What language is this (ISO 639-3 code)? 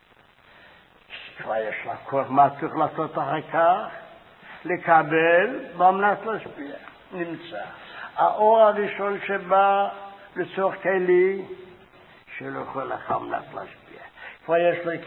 heb